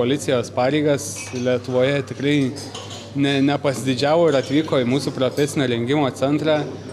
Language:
Lithuanian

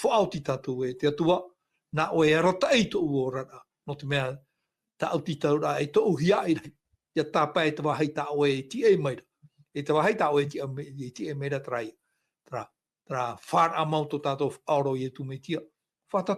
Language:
Tahitian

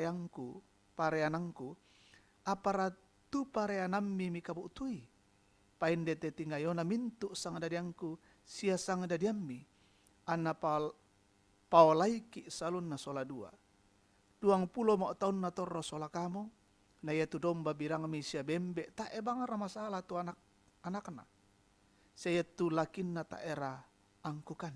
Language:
Toraja-Sa'dan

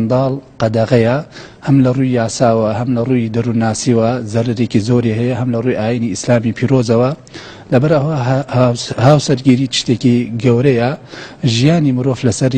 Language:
Central Kurdish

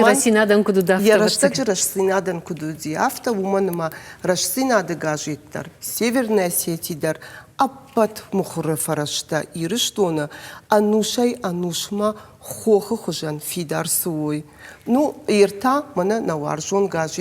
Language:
Ossetic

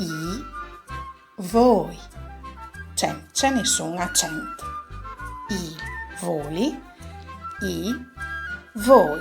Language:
Friulian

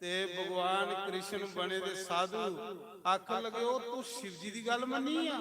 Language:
Dogri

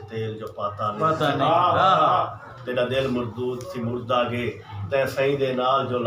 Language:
Saraiki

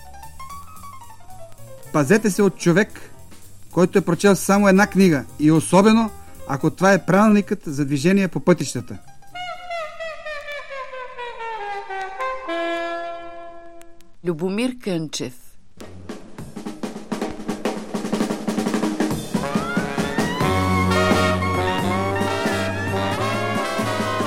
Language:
Bulgarian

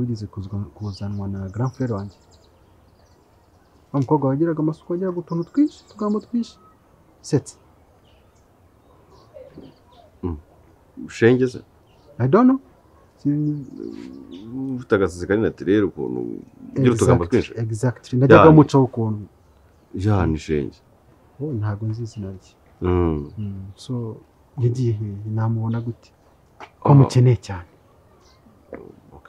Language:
Kinyarwanda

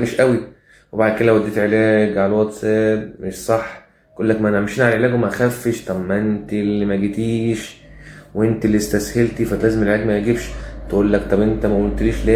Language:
Egyptian Arabic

